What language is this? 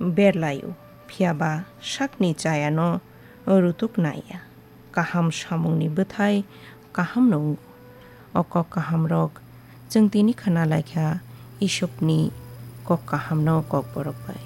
Kok Borok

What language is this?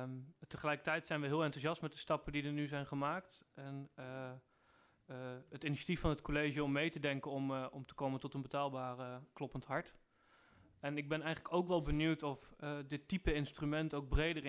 Dutch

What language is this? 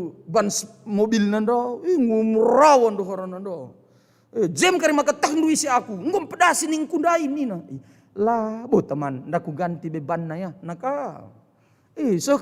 Batak Karo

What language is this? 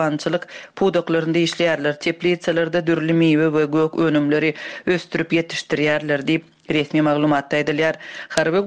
Turkmen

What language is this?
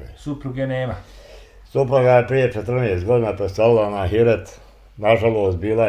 Bosnian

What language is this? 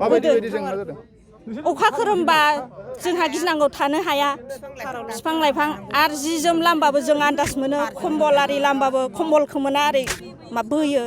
Bodo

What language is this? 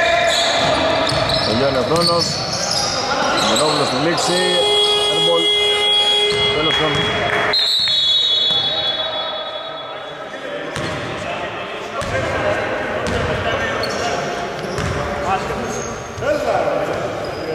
Greek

